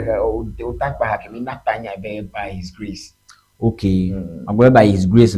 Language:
Ewe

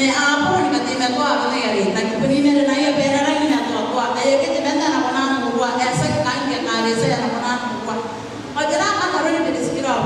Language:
Gilbertese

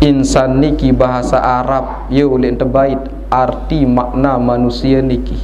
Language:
Sasak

